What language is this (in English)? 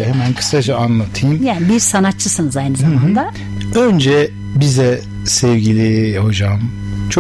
Turkish